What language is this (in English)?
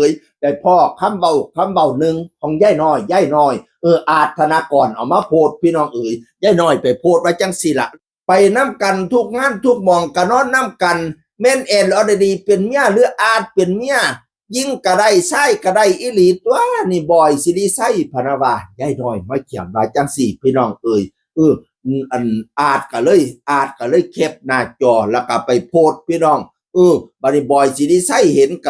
Northeastern Thai